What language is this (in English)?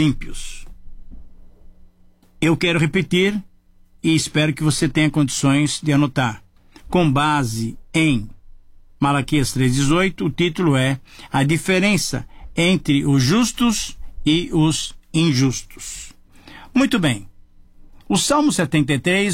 Portuguese